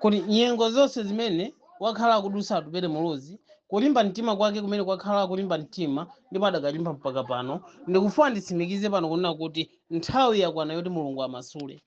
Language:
Nyanja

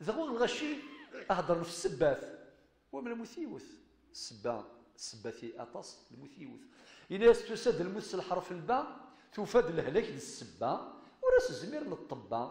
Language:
Kabyle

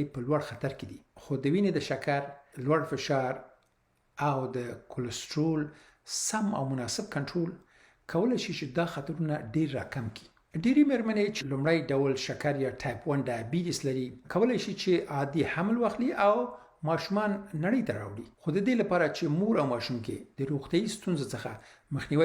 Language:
Pashto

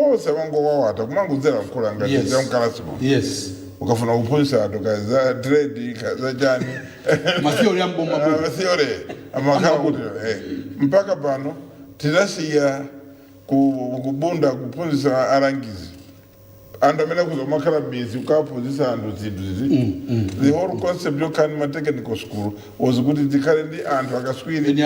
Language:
Nyanja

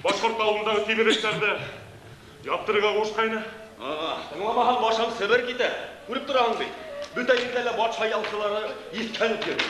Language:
Bashkir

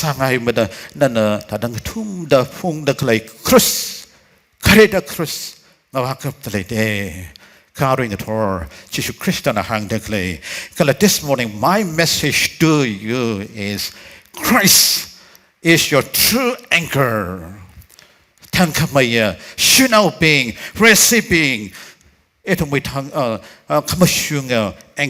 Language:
Tangkhul Naga (India)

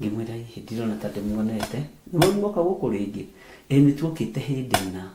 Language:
Kikuyu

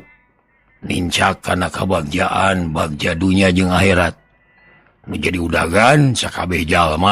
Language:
Sundanese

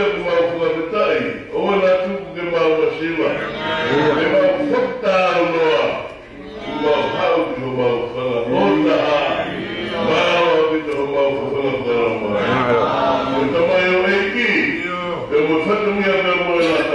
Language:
Tongan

